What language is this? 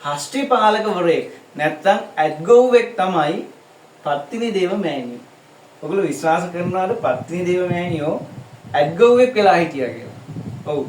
Sinhala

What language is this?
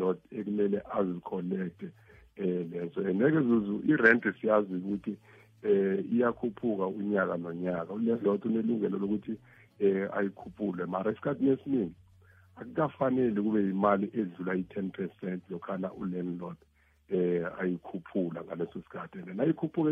South Ndebele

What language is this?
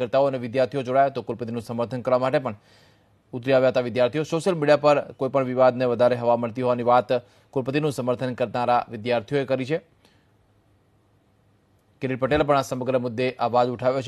Gujarati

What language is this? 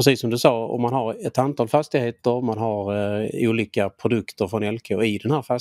Swedish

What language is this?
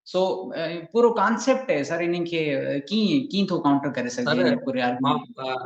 Sindhi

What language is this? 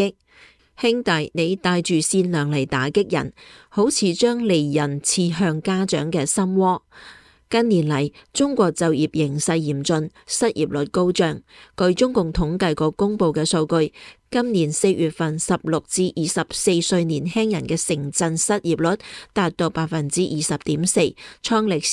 Cantonese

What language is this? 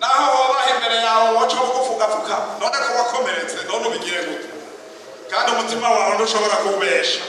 Rundi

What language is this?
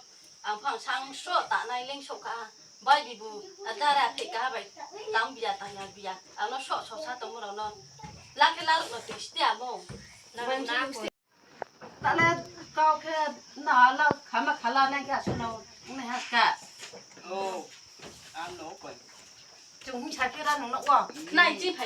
Riang (India)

